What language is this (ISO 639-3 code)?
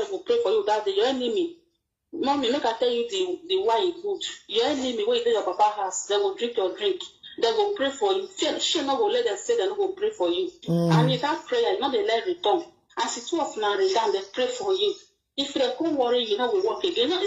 pcm